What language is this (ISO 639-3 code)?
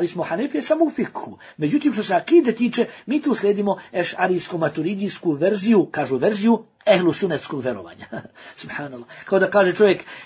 bos